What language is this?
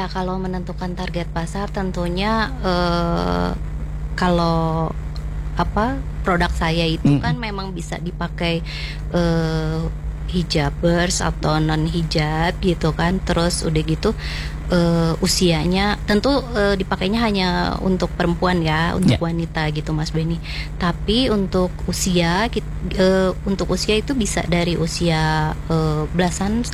Indonesian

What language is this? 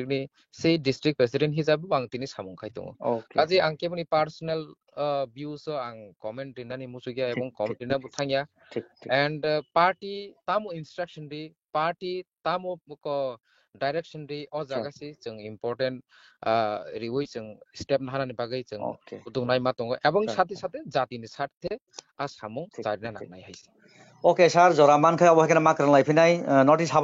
Kok Borok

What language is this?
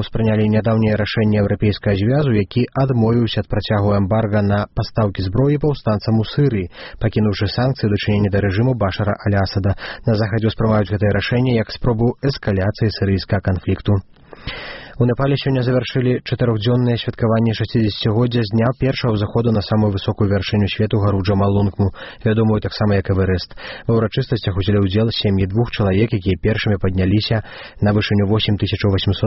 Belarusian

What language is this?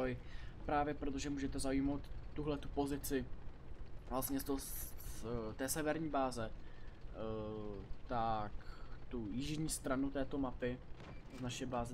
Czech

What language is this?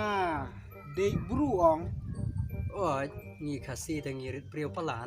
Khasi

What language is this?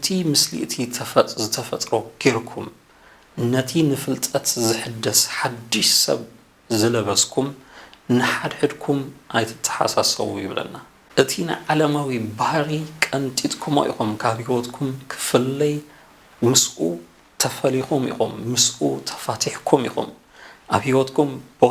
Tigrinya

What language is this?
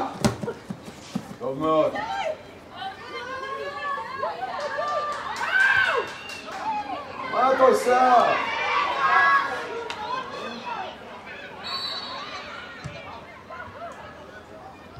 Hebrew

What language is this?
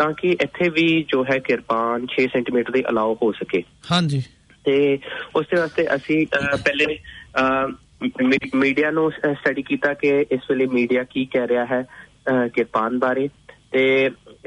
Punjabi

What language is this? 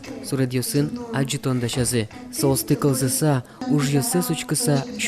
Udmurt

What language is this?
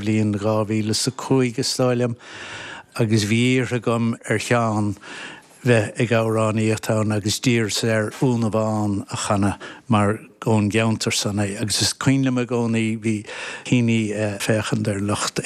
Irish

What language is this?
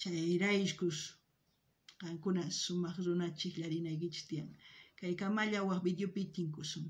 South Bolivian Quechua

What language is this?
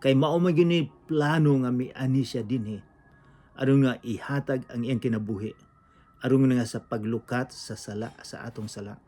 Cebuano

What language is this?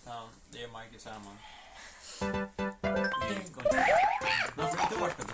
Faroese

